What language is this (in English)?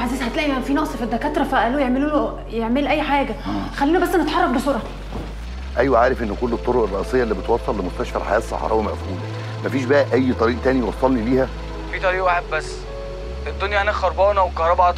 Egyptian Arabic